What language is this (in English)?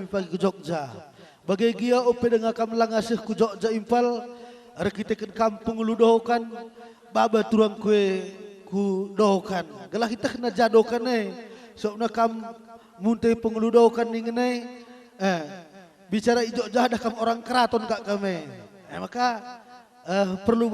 Batak Karo